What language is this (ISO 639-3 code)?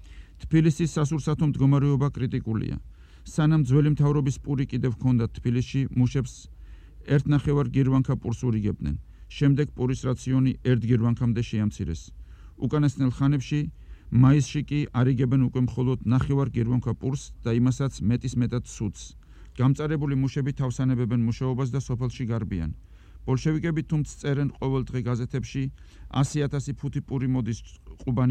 kat